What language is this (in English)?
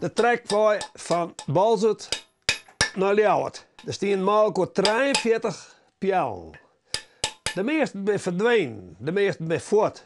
Western Frisian